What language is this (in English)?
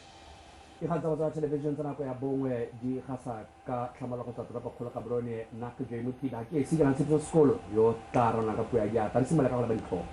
Tswana